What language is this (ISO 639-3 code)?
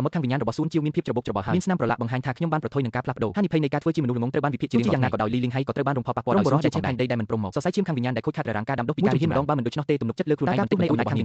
khm